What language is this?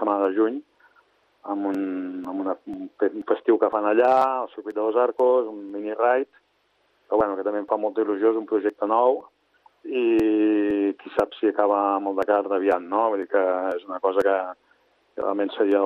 Catalan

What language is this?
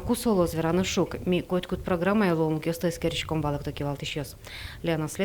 Udmurt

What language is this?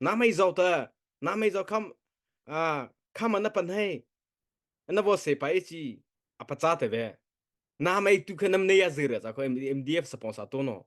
Mara Chin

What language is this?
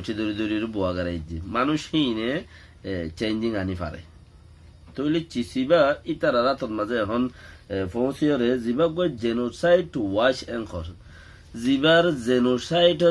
Rohingya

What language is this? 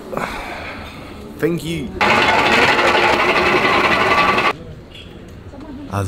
German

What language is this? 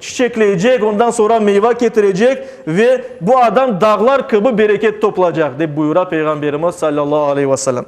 Crimean Tatar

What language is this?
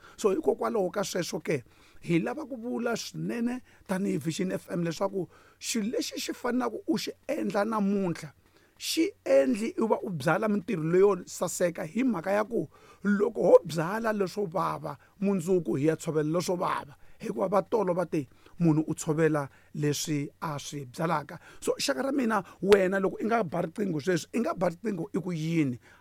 Tsonga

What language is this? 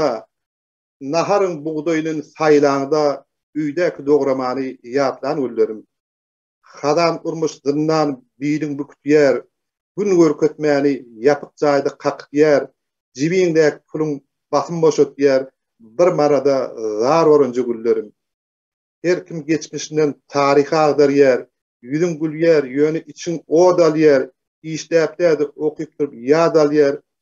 Turkmen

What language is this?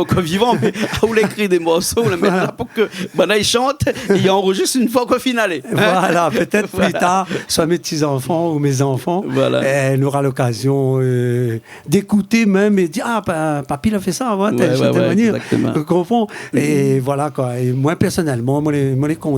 Réunion Creole French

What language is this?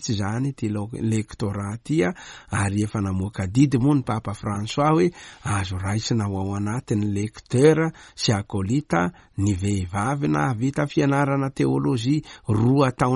Malagasy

